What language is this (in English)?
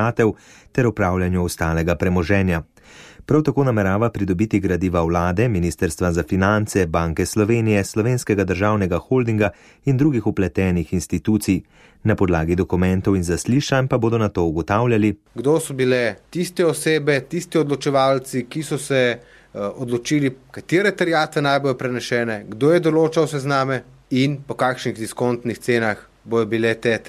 Slovenian